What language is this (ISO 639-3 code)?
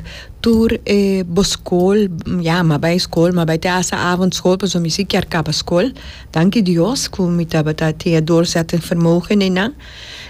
pap